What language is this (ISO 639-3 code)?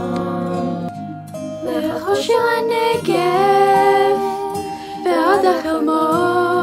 heb